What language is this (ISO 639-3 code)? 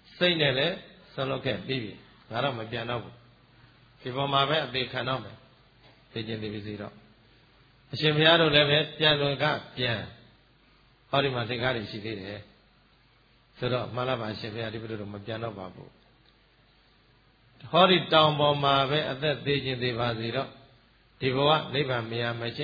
mya